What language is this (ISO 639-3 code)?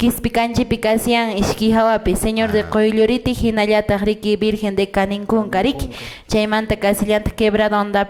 que